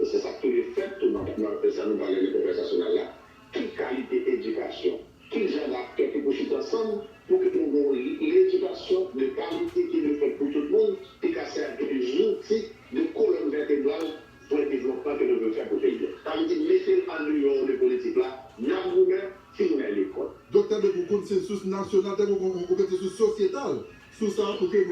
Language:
Haitian Creole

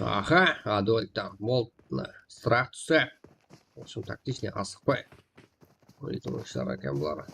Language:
Kara-Kalpak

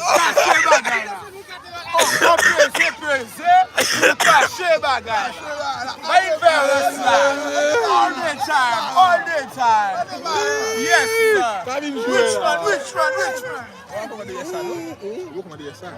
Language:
Haitian Creole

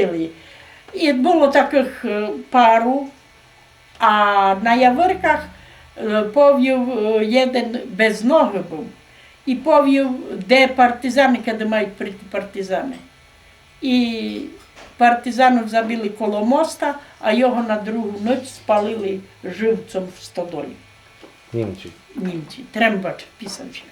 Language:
Rusyn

